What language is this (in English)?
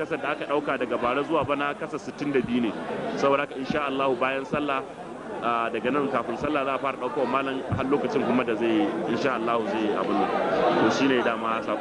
Hausa